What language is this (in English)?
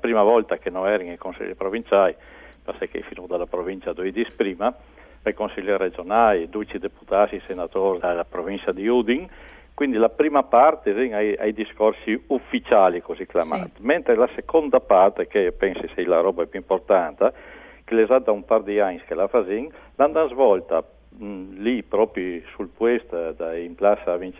Friulian